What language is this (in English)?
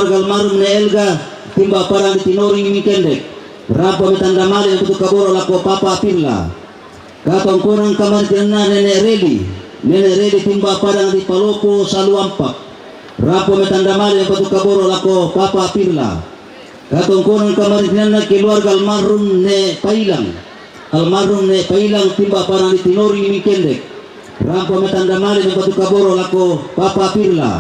Toraja-Sa'dan